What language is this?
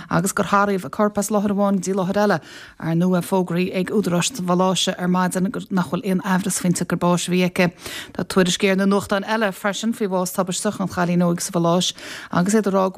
Irish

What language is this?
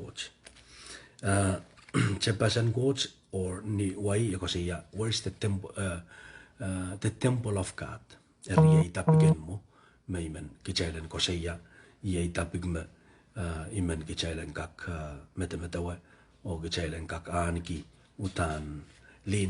Pohnpeian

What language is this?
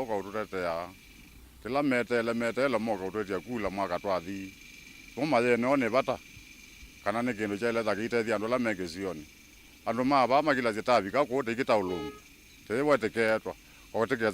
Kamba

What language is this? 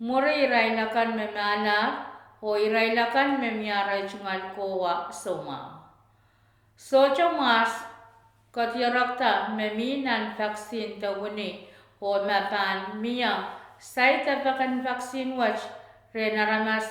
Pohnpeian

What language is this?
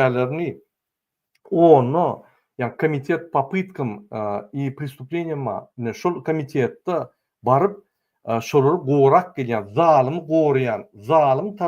Turkmen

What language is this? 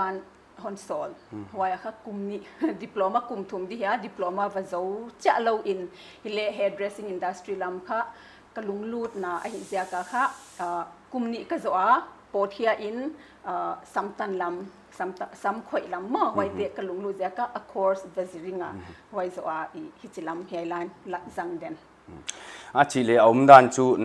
Paite Chin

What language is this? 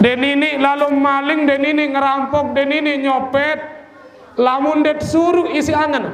Sasak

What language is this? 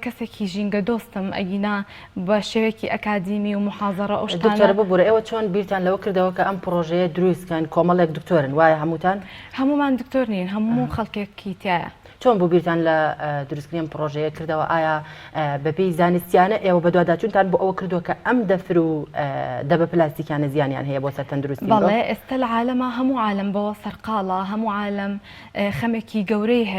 Central Kurdish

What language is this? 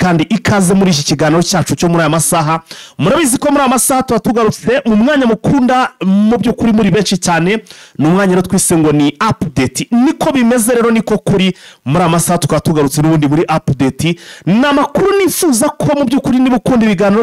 Kinyarwanda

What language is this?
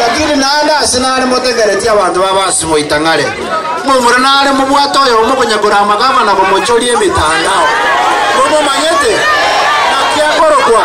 Gusii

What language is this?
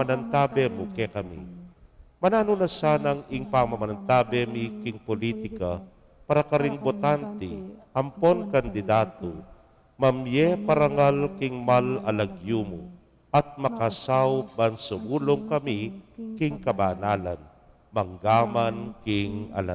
Pampanga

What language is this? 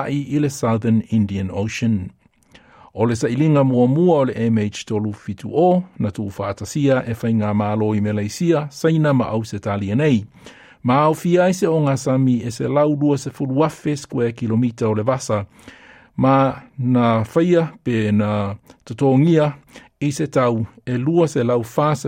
Samoan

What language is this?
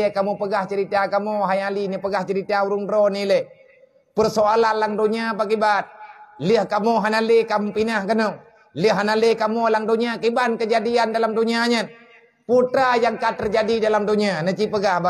Achinese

